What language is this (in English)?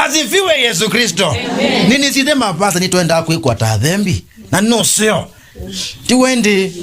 Kamba